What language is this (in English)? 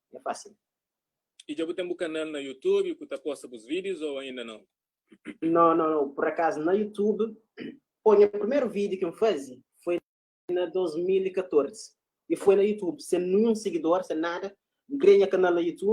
Kabuverdianu